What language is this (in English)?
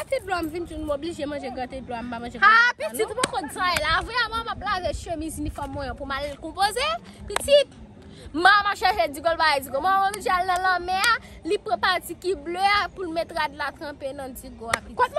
Haitian Creole